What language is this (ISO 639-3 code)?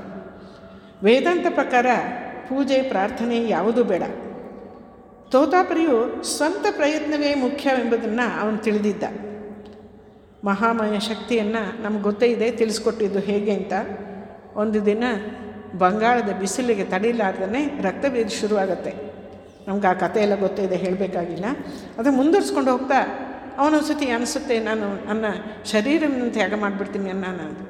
kan